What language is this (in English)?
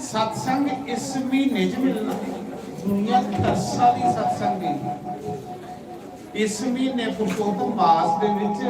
Dogri